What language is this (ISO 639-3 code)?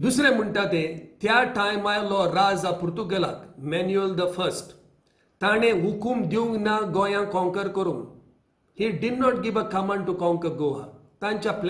kok